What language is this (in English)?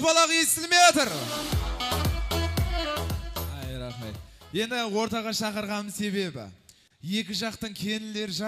Kazakh